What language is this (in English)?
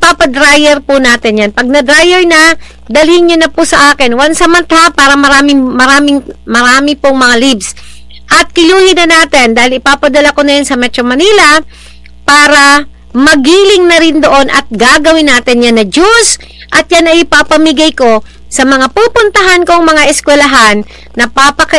Filipino